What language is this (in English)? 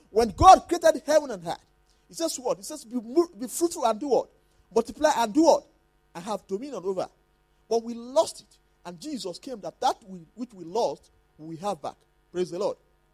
English